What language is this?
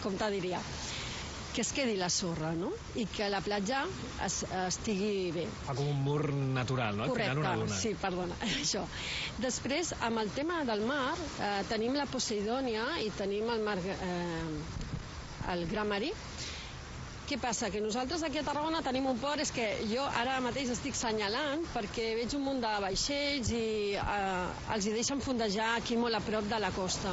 Catalan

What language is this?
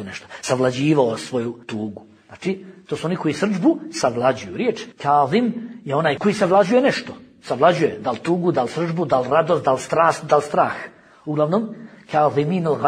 Bosnian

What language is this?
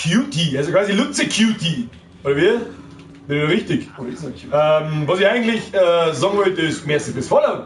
Bavarian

